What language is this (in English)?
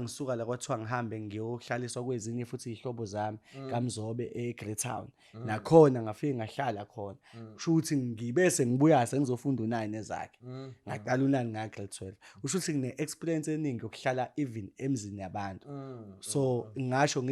Zulu